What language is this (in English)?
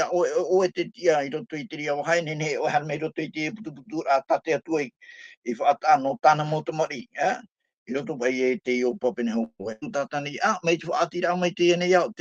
Tahitian